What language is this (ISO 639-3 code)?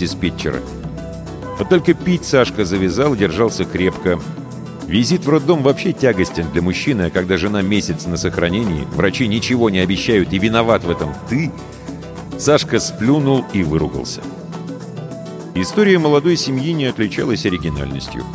rus